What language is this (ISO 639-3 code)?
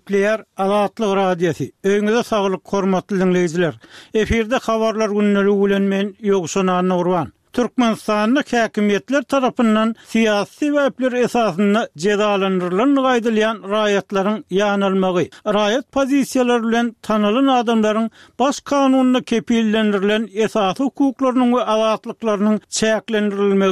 tuk